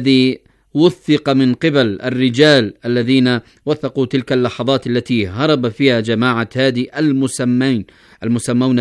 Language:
Arabic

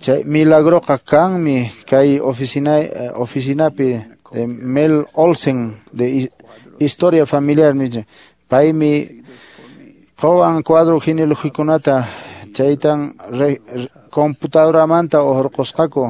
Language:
Quechua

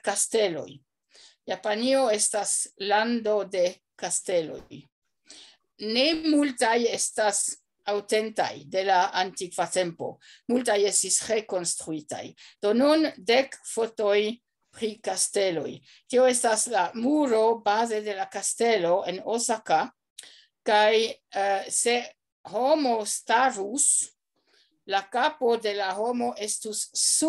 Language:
Esperanto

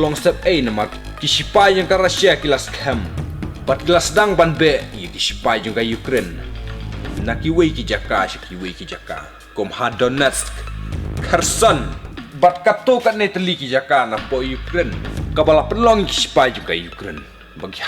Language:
Khasi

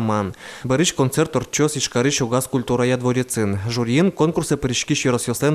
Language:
Udmurt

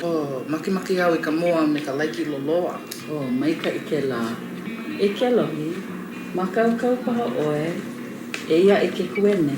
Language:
Hawaiian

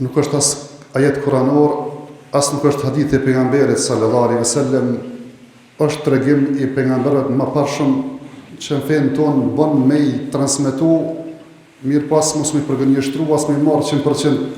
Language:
Albanian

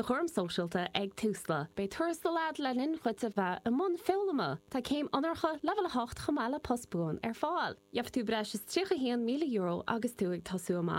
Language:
Irish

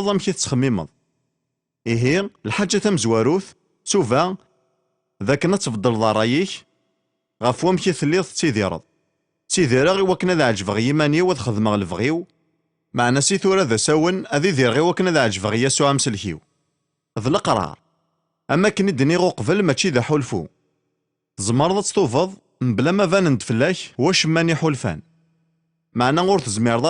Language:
Kabyle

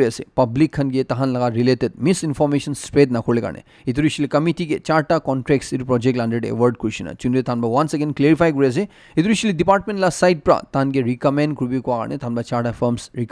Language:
Naga Pidgin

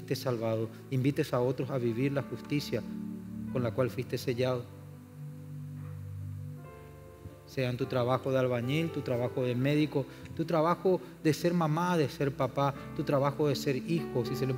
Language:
Spanish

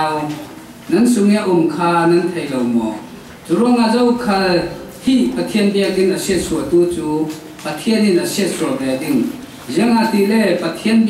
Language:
Falam Chin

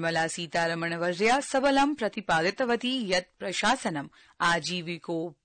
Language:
Sanskrit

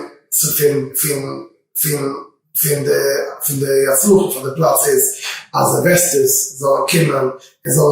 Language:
Yiddish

